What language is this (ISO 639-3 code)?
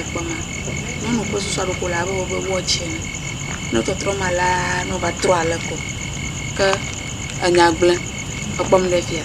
ewe